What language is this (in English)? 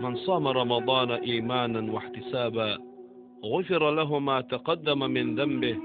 Chechen